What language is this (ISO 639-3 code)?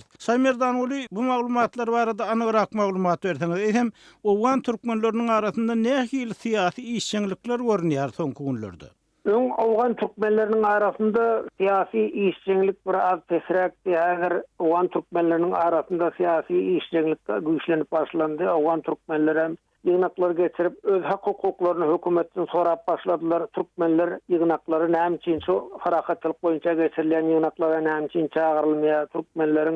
tuk